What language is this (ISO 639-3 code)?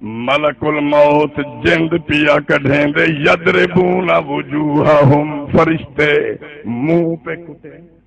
skr